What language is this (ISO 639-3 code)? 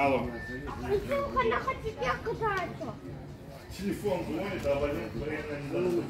crh